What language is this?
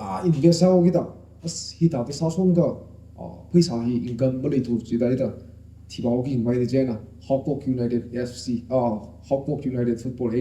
Tangkhul Naga (India)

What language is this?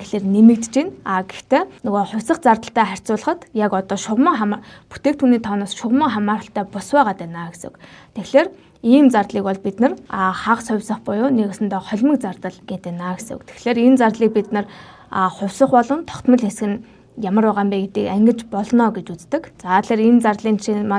Mongolian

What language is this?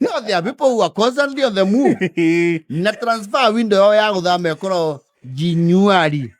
Kikuyu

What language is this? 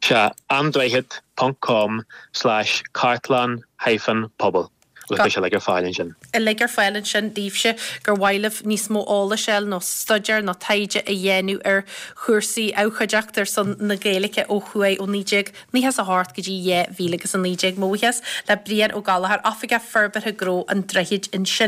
Irish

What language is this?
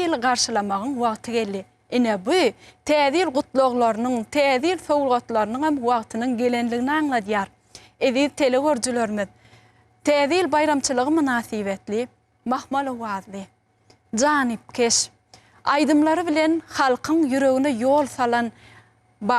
Turkmen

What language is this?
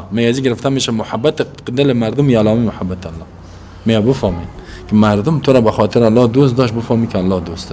Persian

